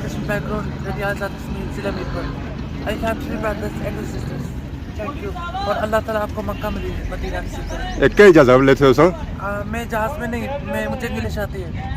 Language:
Pahari-Potwari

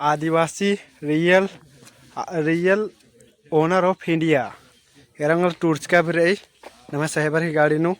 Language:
Kurukh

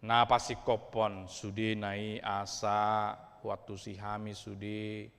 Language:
Batak Toba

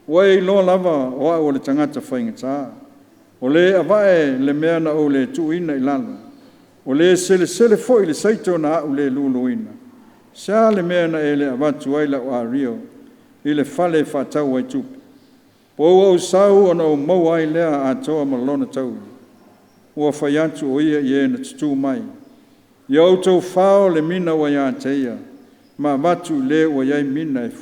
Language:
Samoan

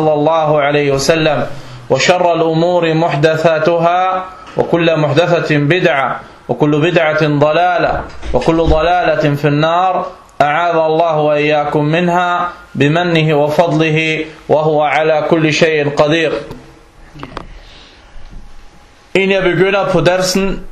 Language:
Danish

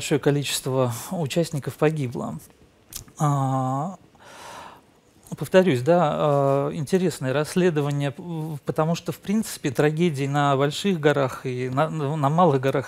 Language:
Russian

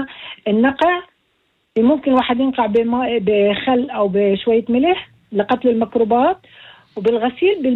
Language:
North Levantine Arabic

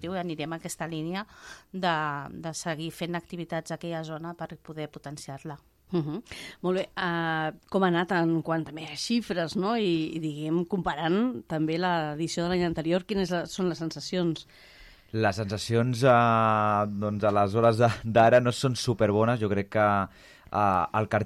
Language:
Catalan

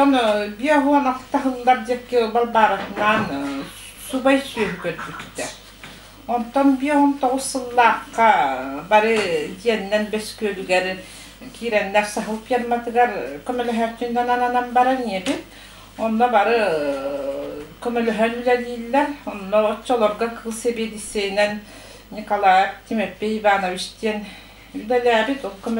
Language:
Yakut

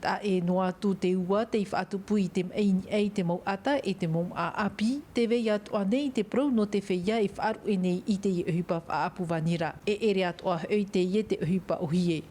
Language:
Tahitian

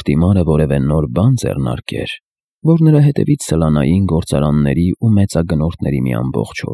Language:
Armenian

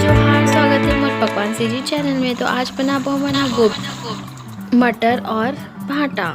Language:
Chhattisgarhi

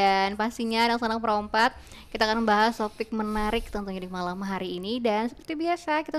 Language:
Banjar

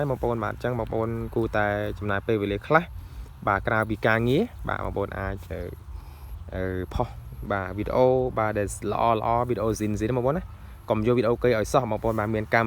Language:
Khmer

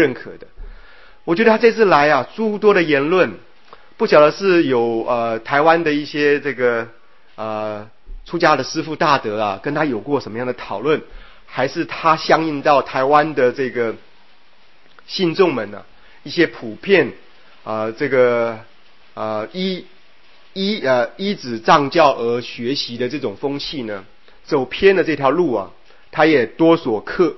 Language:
Chinese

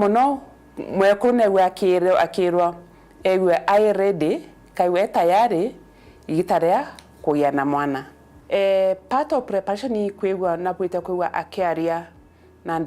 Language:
Meru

